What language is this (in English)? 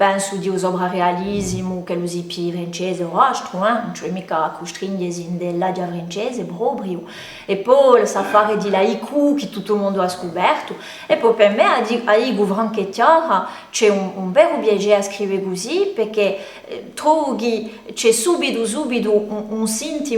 Corsican